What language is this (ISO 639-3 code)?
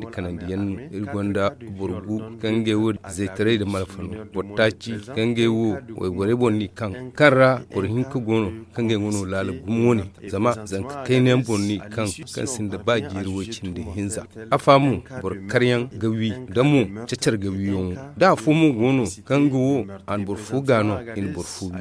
dje